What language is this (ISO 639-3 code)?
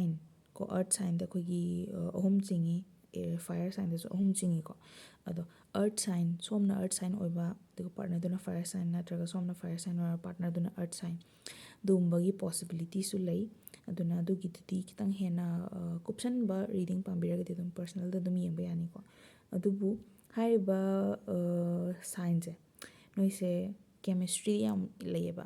mni